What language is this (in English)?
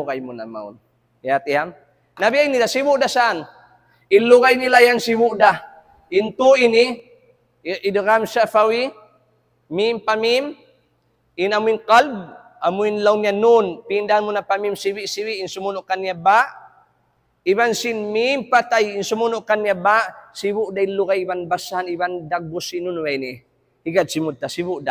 Tausug